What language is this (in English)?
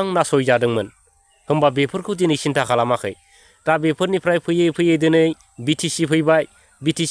Bodo